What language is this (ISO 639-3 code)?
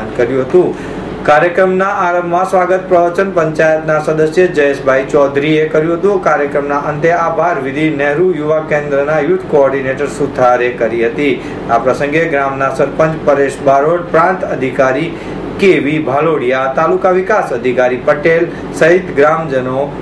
guj